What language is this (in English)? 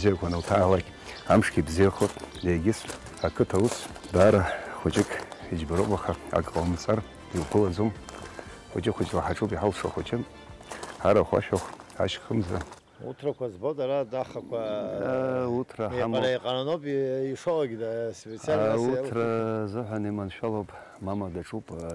Abkhazian